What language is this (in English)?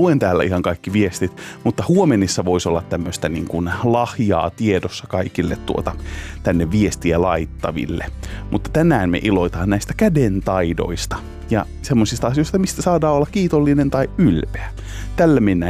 Finnish